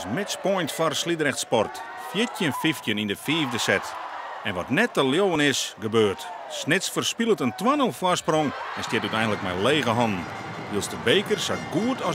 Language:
Western Frisian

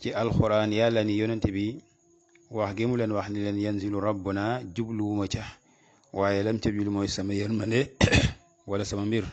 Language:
Wolof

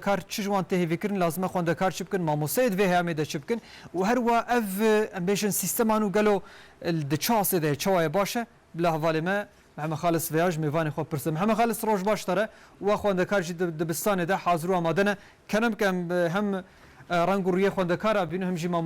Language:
Kurdish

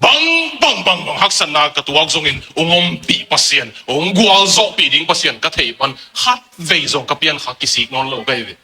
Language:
Tedim Chin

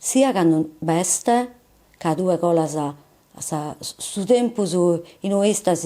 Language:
Sardinian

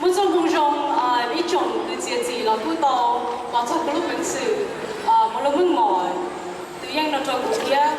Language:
Hmong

